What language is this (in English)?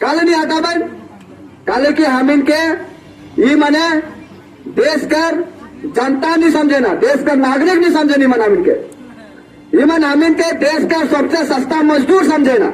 Sadri